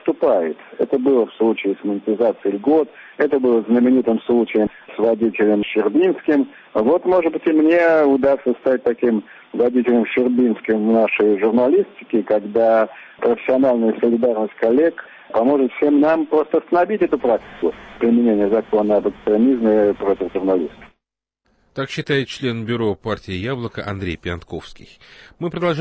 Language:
Russian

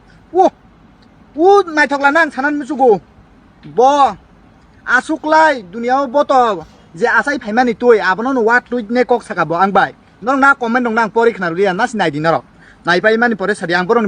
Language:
Kok Borok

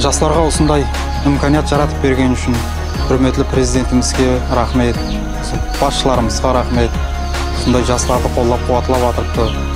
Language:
Kara-Kalpak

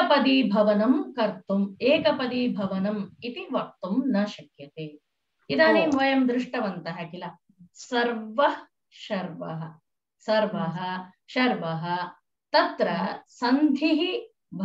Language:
Sanskrit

